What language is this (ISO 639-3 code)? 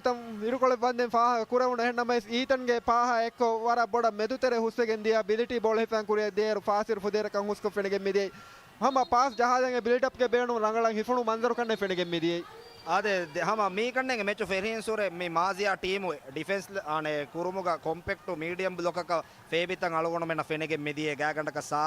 div